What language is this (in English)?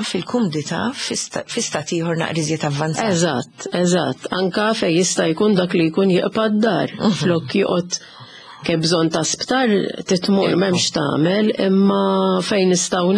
Maltese